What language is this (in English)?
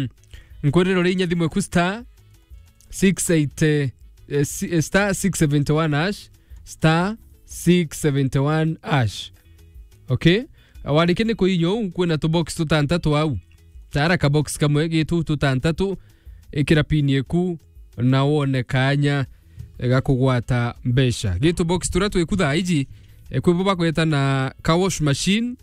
Meru